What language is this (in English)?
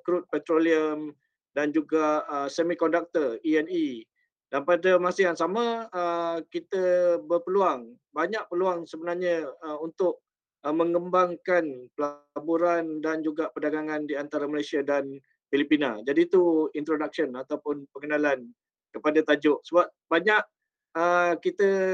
Malay